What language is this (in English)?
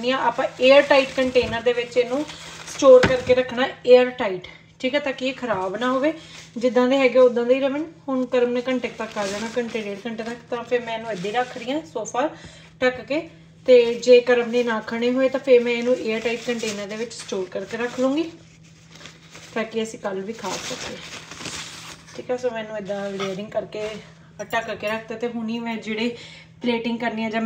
Punjabi